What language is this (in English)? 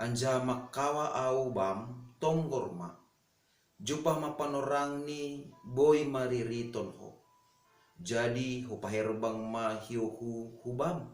Batak Simalungun